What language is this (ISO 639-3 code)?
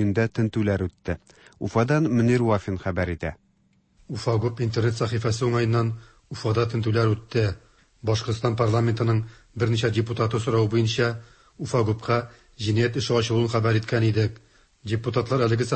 tat